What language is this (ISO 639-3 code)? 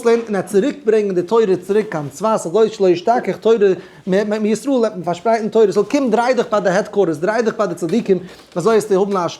yid